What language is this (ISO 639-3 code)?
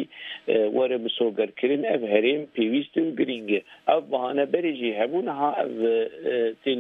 kur